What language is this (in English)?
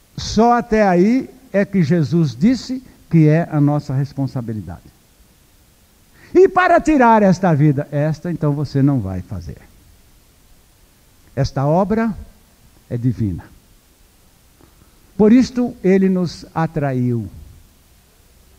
Portuguese